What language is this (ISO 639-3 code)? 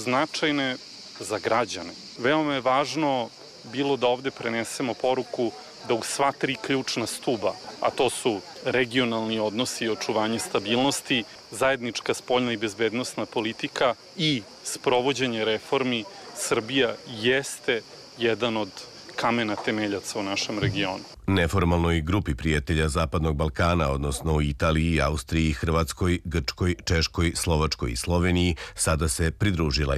srp